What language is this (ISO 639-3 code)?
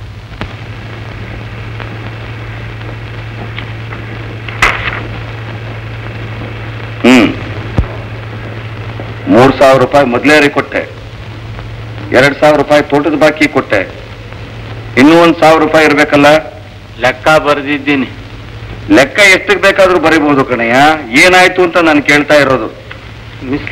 kan